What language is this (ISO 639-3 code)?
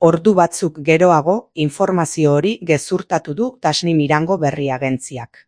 eus